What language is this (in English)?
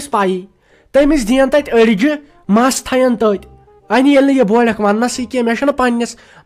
Kashmiri